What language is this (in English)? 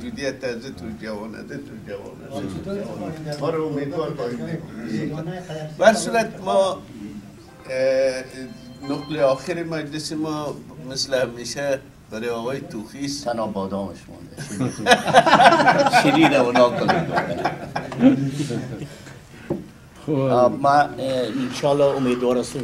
Persian